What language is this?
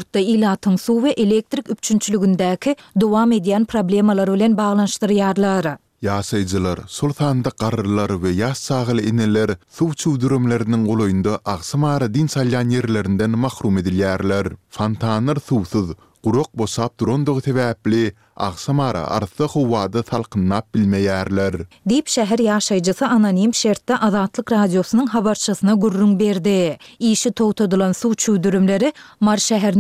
Turkmen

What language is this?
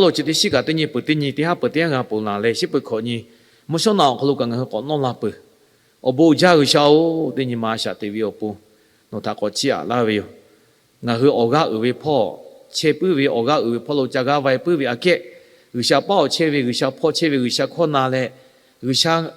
Lahu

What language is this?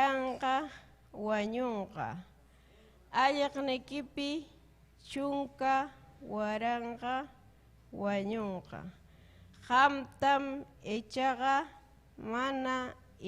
Ayacucho Quechua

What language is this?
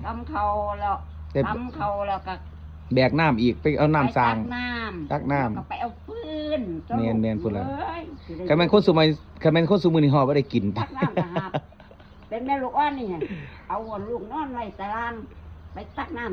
Northeastern Thai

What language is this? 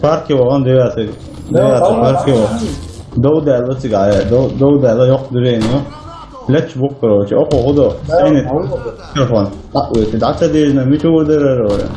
Chechen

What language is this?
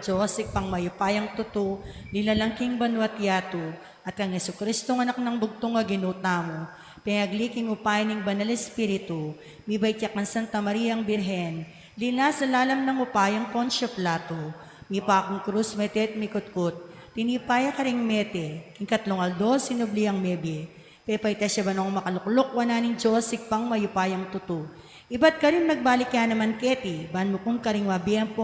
Pampanga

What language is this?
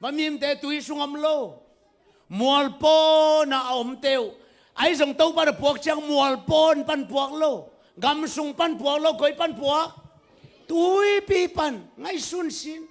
Tedim Chin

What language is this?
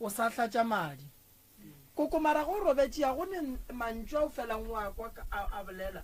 Northern Sotho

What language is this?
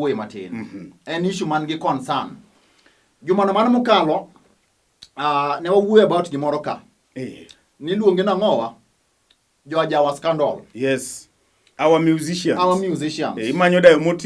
Luo (Kenya and Tanzania)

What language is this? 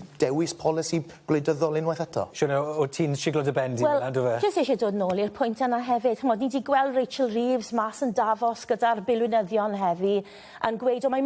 Welsh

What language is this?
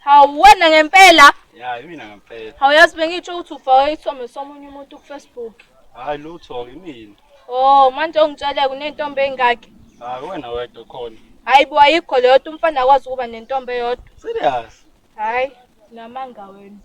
Zulu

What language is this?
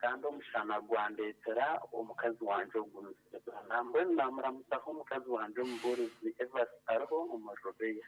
Nyankole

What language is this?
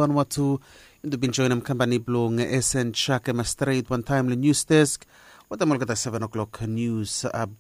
Bislama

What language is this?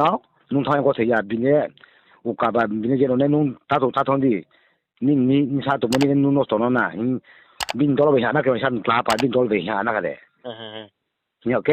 Riang (India)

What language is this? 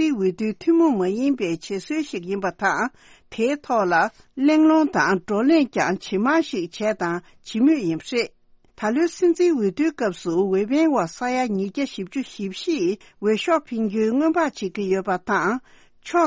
Tibetan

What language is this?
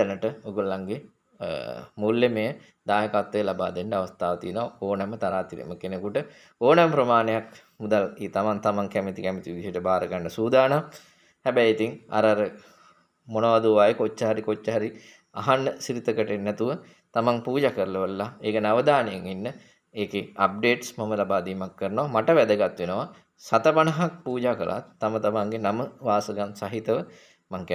Sinhala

